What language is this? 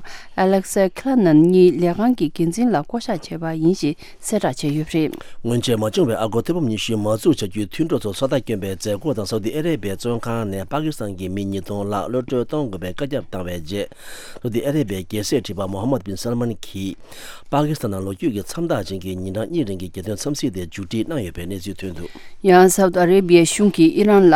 Tibetan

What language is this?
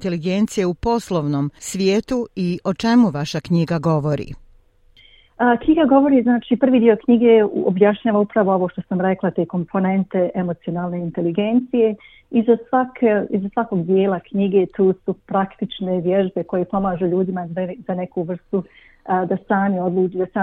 Bosnian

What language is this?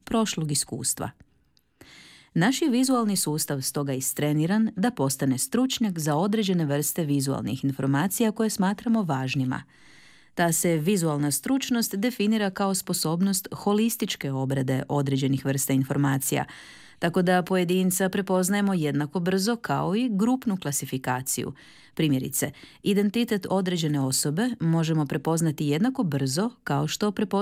Croatian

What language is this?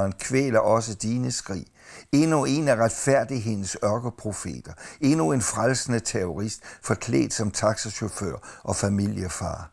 Danish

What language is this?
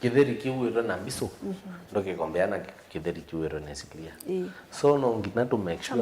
Kamba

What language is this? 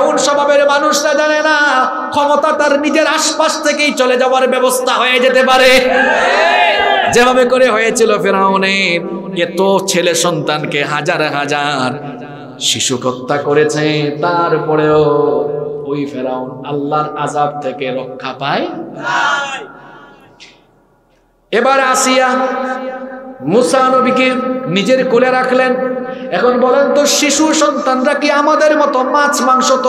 Bangla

